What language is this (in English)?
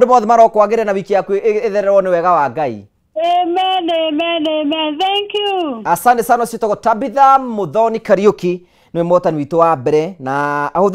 Kikuyu